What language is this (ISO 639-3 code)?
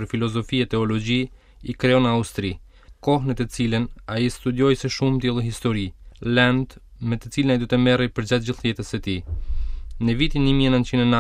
sqi